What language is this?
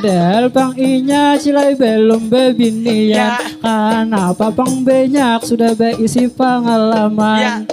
Banjar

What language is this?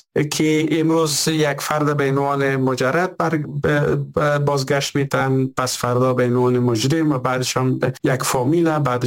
Persian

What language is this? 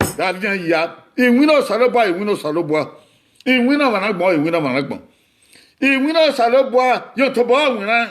Bini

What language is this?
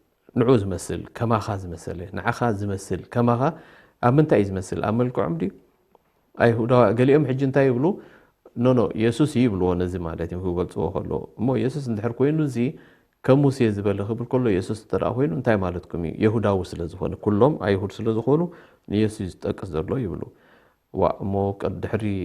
Tigrinya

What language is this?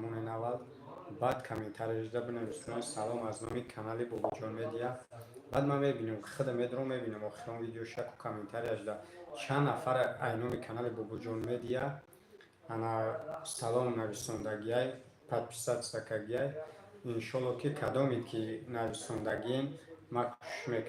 Tajik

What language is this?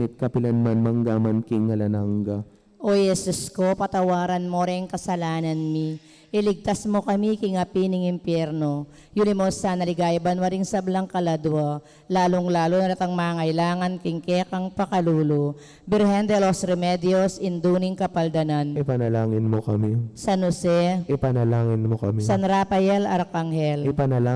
Pampanga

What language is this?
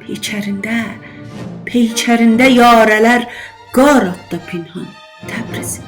South Azerbaijani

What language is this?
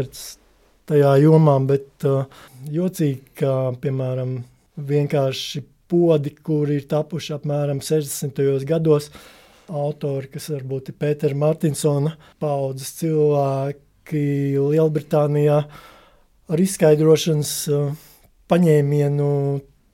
Latvian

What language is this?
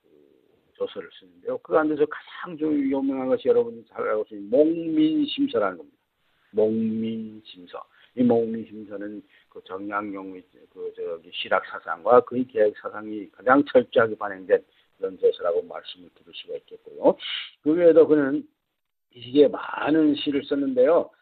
Korean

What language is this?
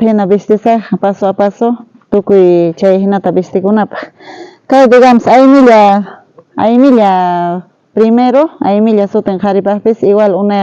South Bolivian Quechua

